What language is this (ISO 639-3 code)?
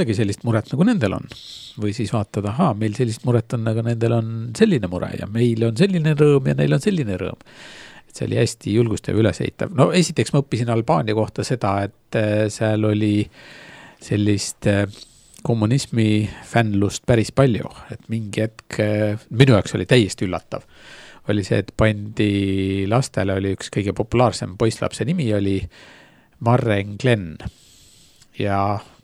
est